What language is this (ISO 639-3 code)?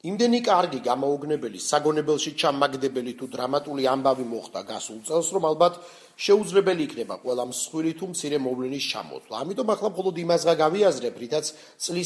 kat